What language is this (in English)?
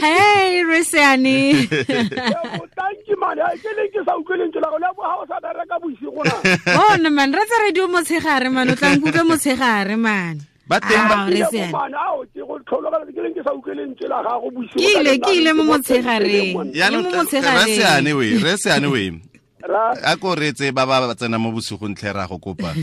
Tswana